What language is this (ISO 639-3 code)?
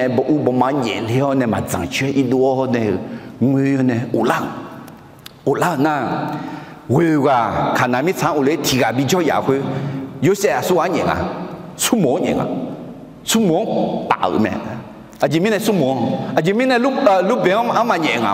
ahk